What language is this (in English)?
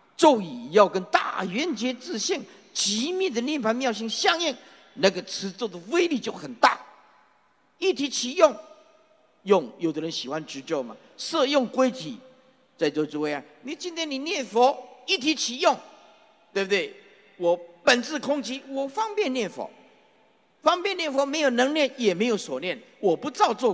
Chinese